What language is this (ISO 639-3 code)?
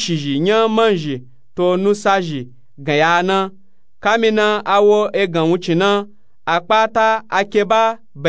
nup